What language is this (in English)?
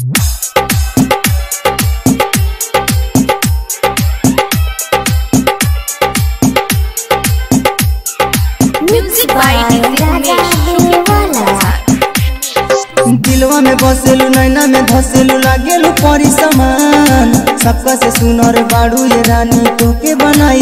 Bhojpuri